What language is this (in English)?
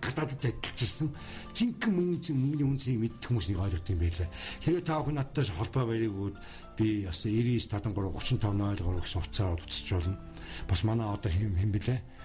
Mongolian